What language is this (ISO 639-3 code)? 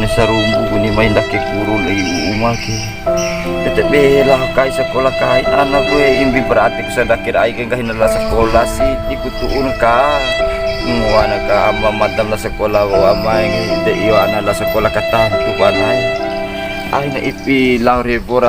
bhp